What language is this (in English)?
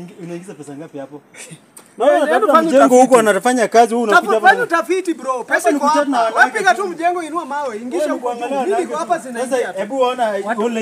Swahili